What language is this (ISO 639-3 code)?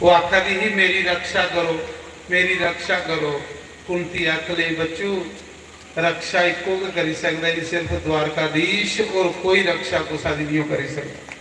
doi